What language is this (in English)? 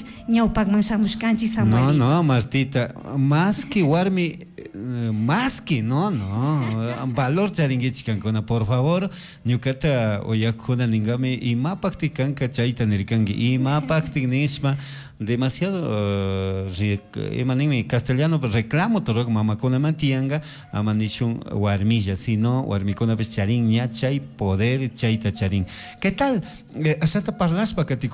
Chimborazo Highland Quichua